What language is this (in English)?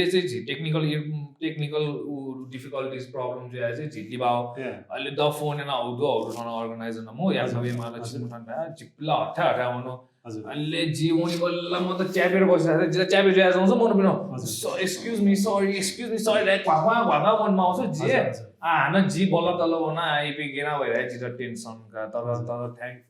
Newari